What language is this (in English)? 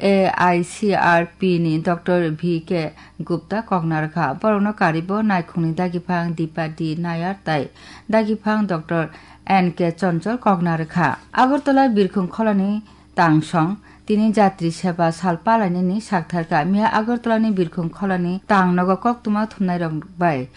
Kok Borok